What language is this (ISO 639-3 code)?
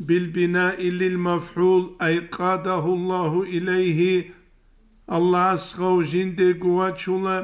ava